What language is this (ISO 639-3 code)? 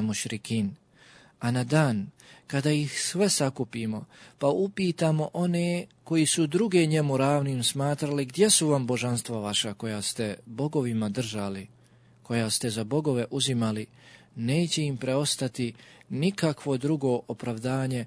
bos